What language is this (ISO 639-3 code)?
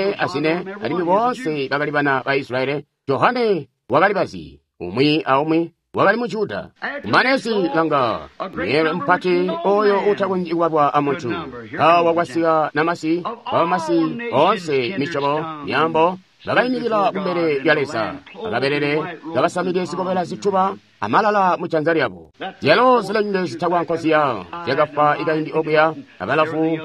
toi